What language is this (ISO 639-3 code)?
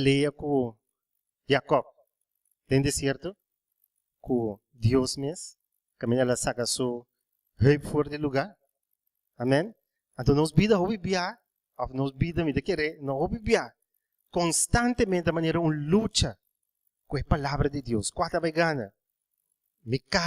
pap